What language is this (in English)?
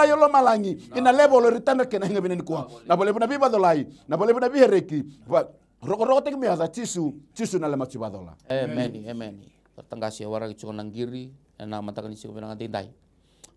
Fijian